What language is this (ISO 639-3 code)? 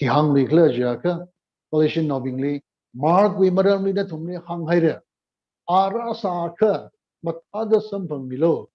nmf